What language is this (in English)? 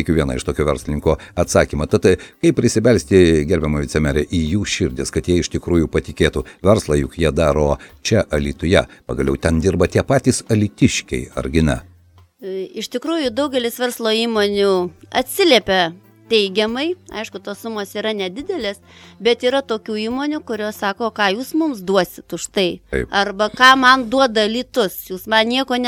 Lithuanian